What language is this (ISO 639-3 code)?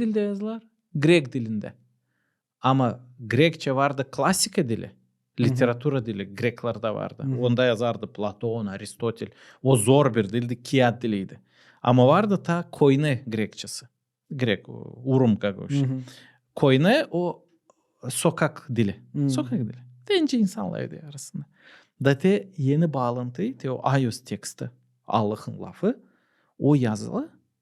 gag